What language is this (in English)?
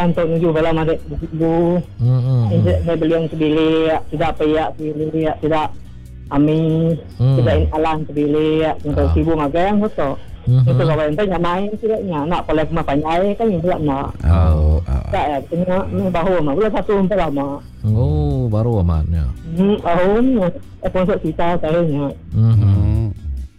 Iban